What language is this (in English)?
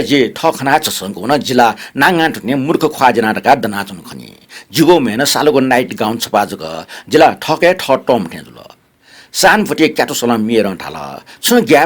Newari